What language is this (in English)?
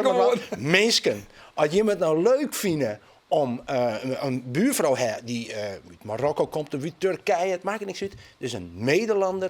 Western Frisian